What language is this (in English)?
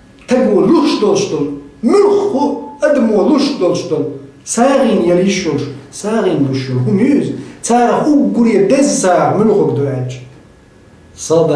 Chechen